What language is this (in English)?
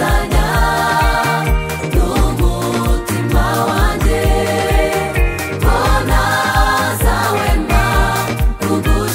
Kinyarwanda